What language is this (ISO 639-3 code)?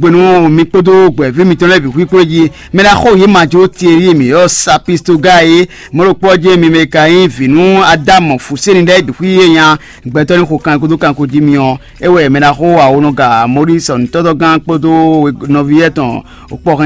fon